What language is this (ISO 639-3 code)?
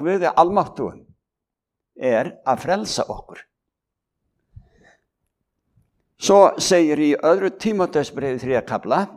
isl